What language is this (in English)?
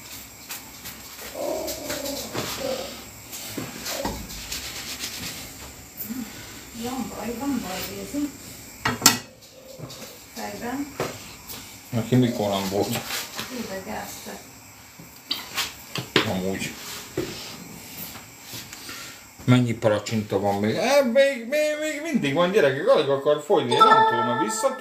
Hungarian